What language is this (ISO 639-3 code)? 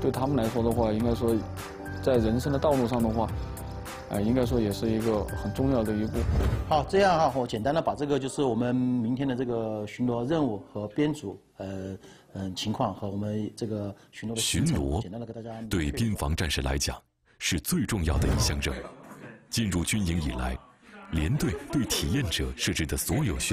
zho